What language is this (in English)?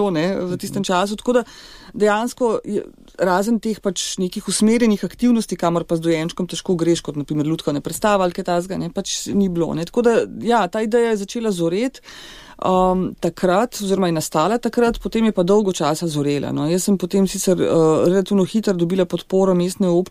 Slovenian